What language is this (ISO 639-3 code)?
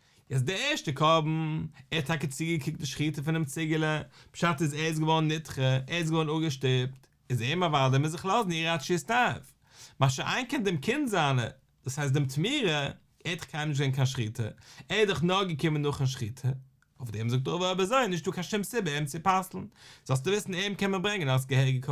yid